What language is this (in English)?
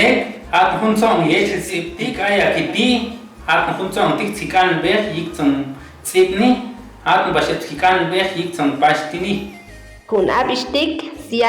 Chuj